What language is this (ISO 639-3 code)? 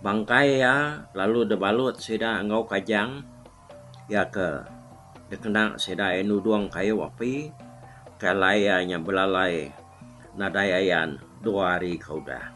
iba